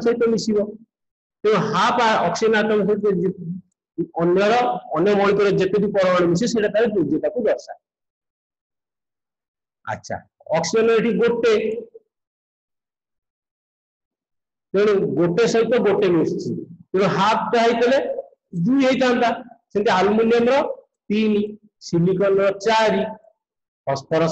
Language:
Odia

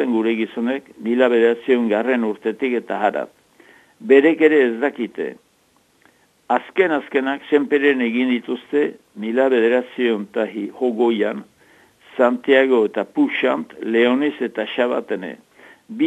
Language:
Basque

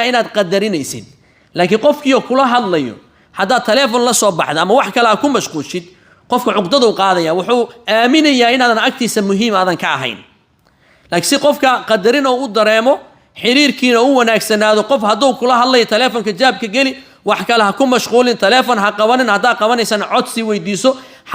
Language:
Somali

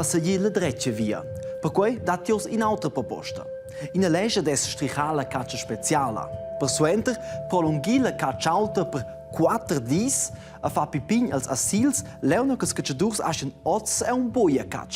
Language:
Romansh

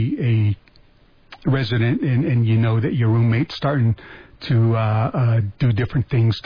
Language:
English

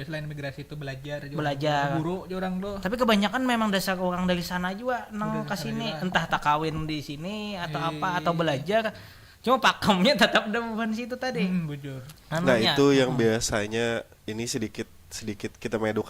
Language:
Banjar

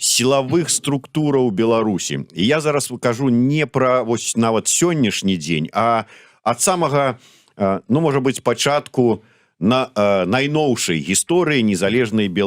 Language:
Belarusian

